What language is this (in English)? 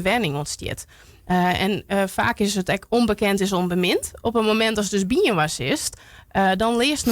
Western Frisian